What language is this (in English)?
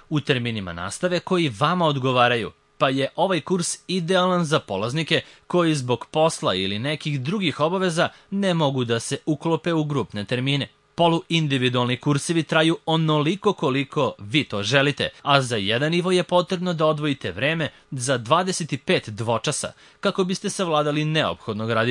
Serbian